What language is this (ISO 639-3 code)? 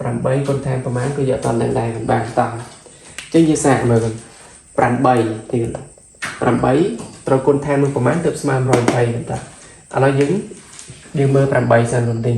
khm